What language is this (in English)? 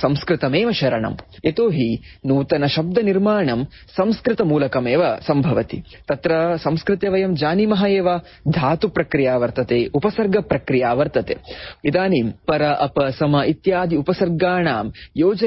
Sanskrit